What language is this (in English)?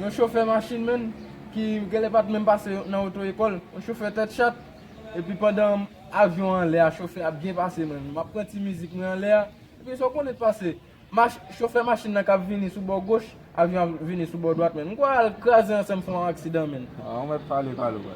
Haitian Creole